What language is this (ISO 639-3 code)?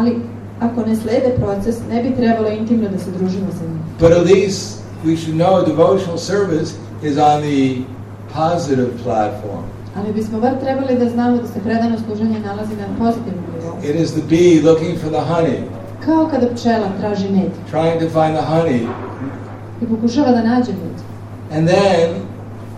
srp